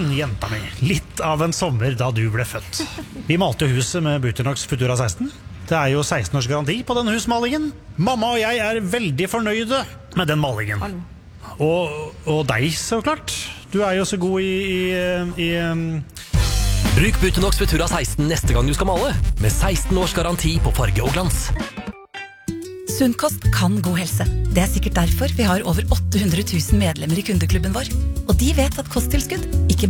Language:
Norwegian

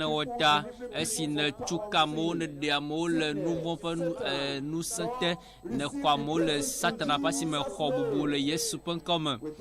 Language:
Ewe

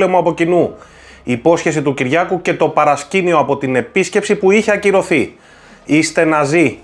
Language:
Greek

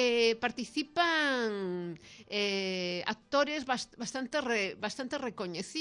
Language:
Galician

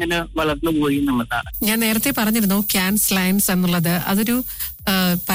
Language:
Malayalam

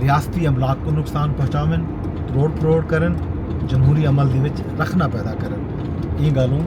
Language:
Saraiki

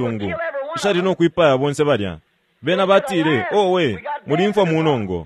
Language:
Bemba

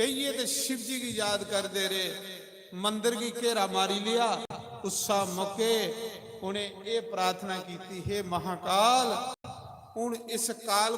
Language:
Dogri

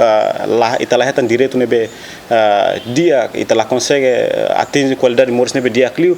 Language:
Tetum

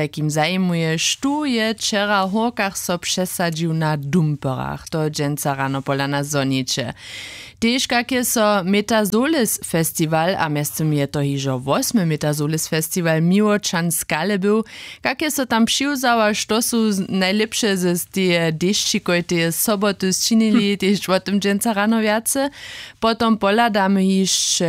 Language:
Upper Sorbian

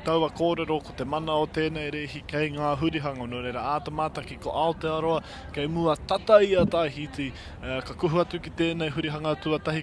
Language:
Māori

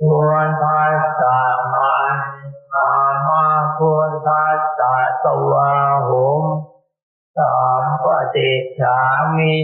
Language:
Pali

